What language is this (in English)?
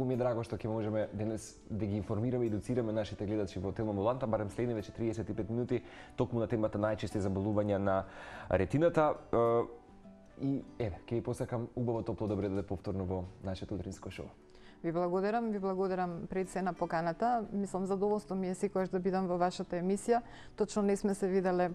Macedonian